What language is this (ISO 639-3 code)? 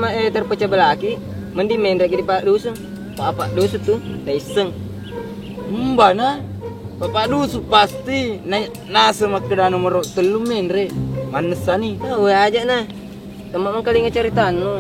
bug